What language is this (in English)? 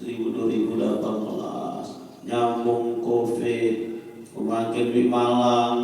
Sasak